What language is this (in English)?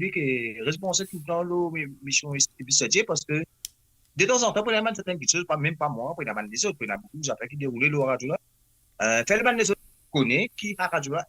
Morisyen